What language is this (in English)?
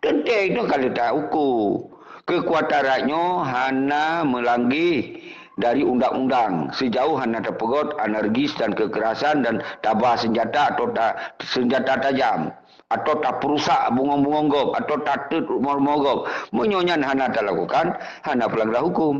Achinese